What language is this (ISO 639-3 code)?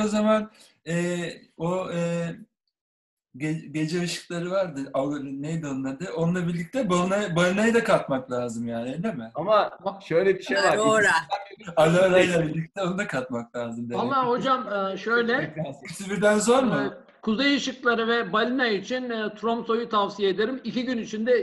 tur